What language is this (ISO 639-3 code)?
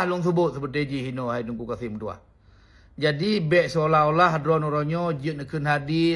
ace